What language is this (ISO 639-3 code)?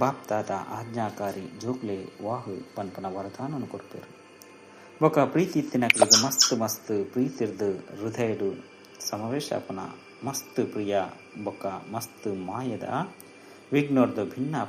tcy